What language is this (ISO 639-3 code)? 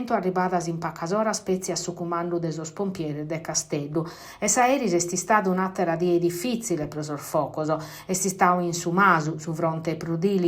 srd